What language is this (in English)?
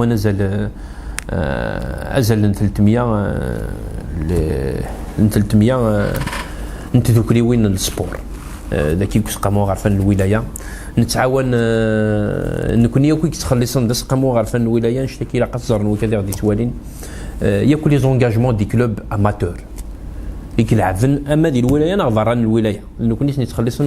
Kabyle